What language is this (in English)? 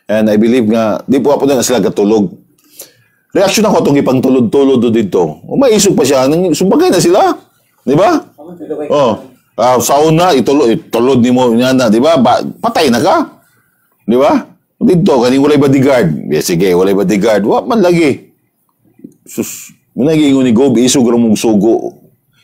Cebuano